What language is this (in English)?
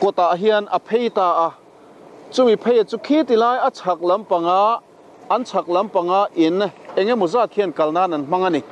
Mizo